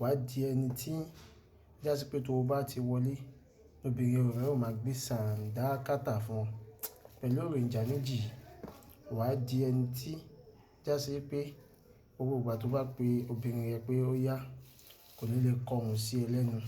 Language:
Yoruba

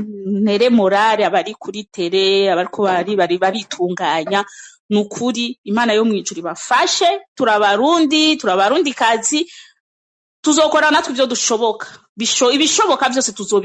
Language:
Rundi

